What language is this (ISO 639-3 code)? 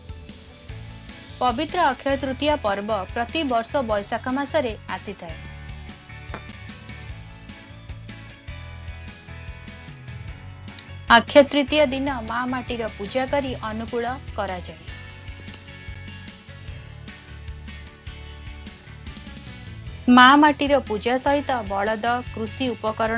ori